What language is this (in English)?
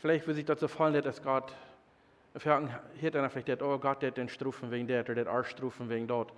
Plautdietsch